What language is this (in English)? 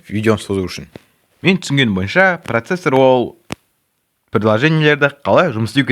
Kazakh